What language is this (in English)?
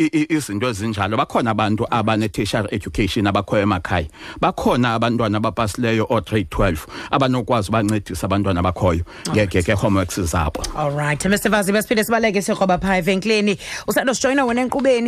Xhosa